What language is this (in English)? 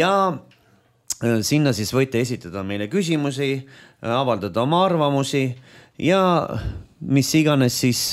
Estonian